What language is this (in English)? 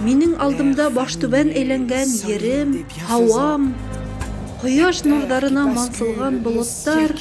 Bashkir